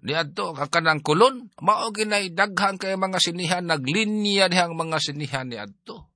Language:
Cebuano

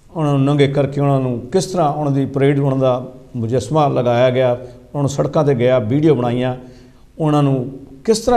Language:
Punjabi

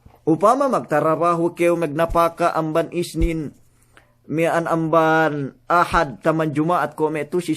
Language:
Yakan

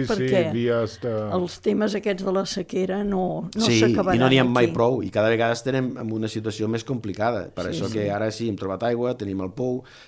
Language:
Catalan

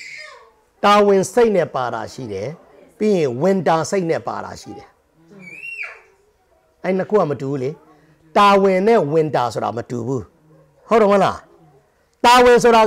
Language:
Burmese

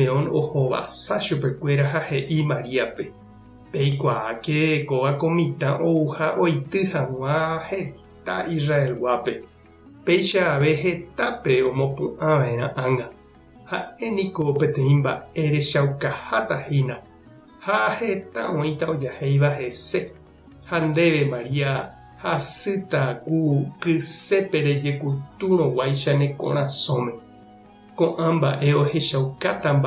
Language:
Guarani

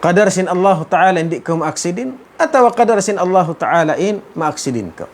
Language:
Tausug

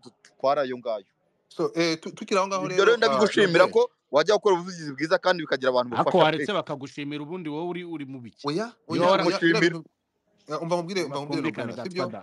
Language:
Kinyarwanda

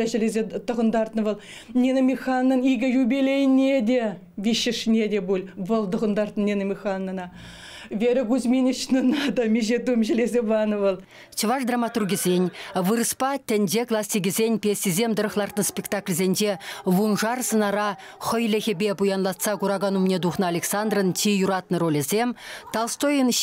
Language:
Chuvash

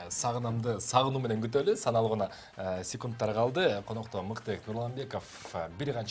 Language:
Kyrgyz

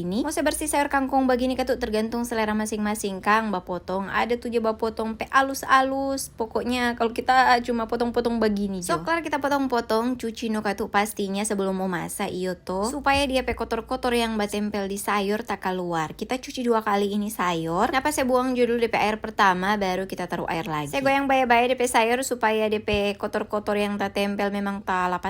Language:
Manado Malay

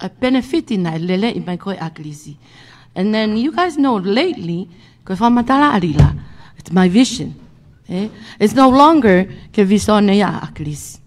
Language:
Tongan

